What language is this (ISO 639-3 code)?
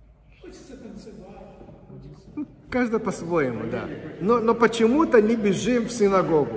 rus